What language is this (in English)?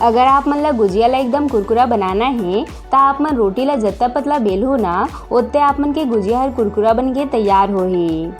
Chhattisgarhi